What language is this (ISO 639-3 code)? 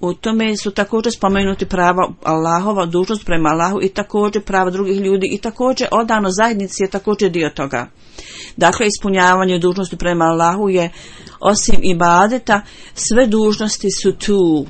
bos